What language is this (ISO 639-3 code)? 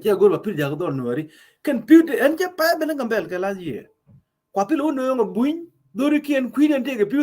nus